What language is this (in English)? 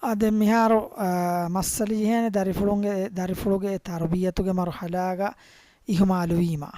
Divehi